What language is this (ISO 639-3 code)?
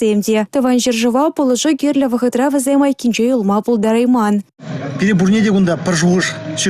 chv